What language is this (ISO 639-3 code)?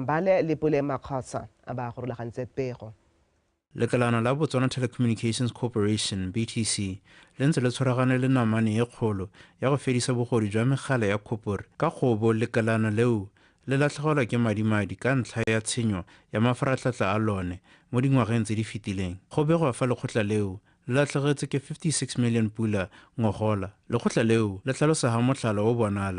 tsn